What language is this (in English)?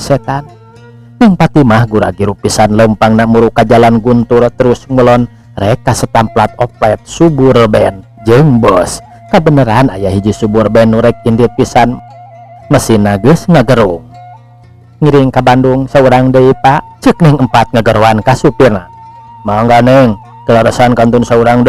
Sundanese